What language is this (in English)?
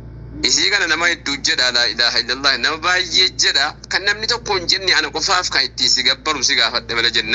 Oromo